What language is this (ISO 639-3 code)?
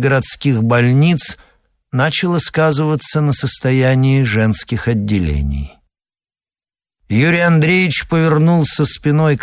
rus